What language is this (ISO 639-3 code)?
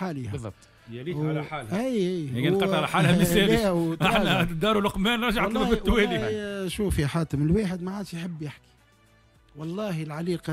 aeb